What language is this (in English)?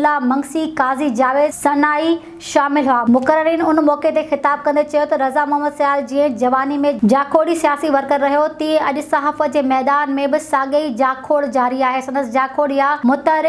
Sindhi